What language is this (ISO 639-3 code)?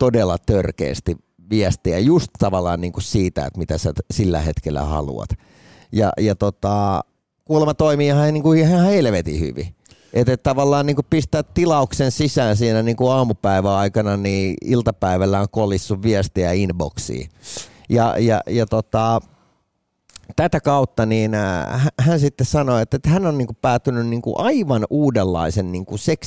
fin